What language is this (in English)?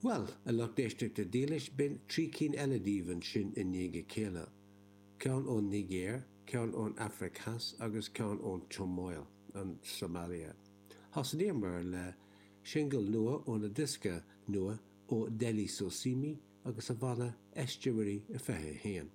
Irish